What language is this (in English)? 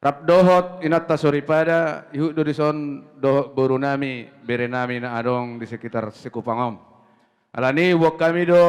Batak Toba